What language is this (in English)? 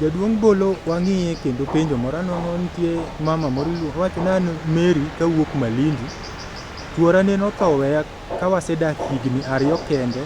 Luo (Kenya and Tanzania)